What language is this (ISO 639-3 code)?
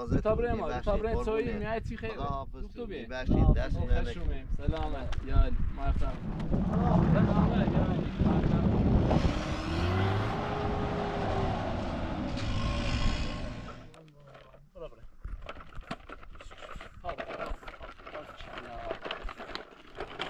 fas